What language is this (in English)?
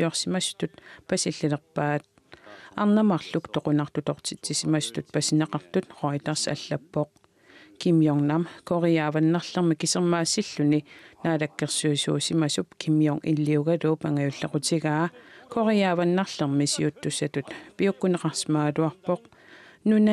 Kalaallisut